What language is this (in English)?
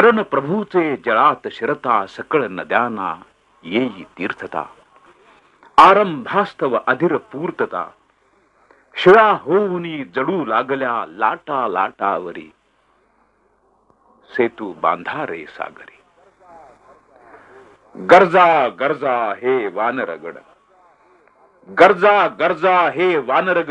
Marathi